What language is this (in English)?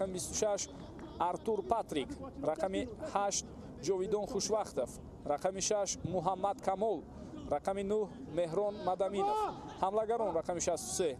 Tajik